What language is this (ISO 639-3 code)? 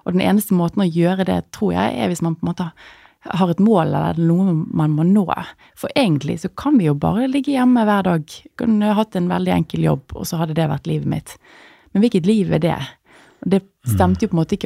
nor